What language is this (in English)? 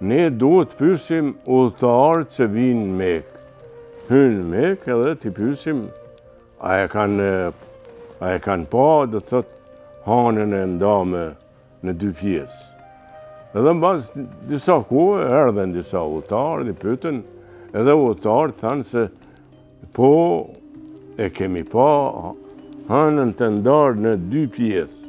Albanian